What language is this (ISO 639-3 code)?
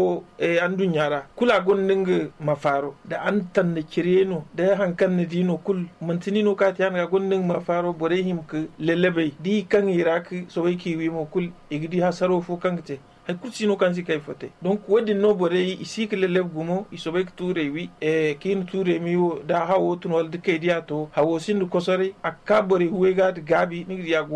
dje